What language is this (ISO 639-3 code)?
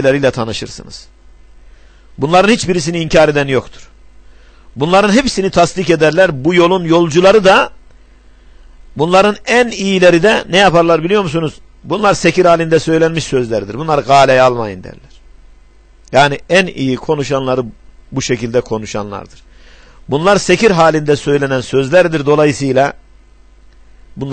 tur